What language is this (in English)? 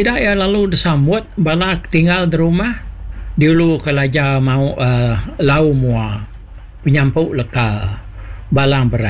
Iban